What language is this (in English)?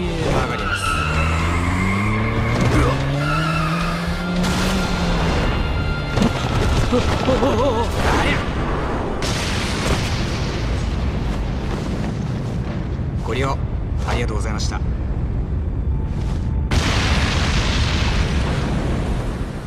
Japanese